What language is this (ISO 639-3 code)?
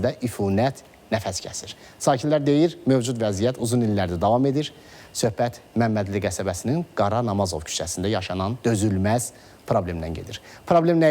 aze